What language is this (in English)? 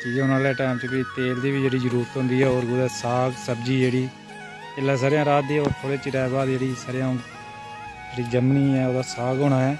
Dogri